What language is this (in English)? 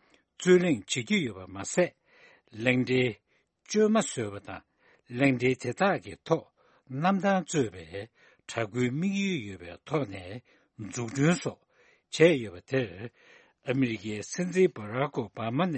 Tibetan